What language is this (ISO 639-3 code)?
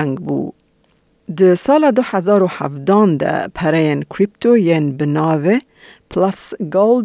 kur